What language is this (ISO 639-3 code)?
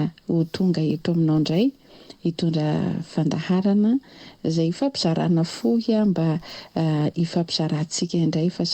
mlg